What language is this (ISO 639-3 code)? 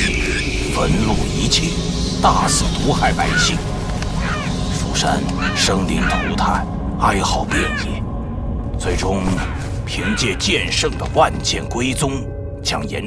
zho